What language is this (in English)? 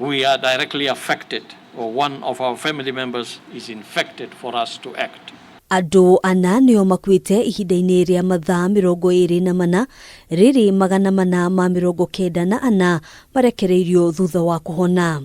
Kikuyu